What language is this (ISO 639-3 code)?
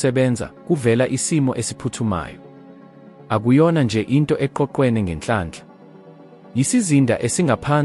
zul